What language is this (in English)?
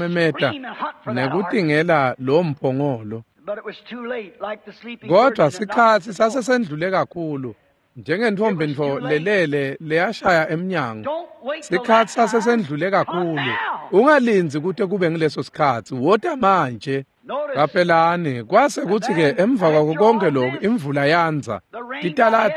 Swati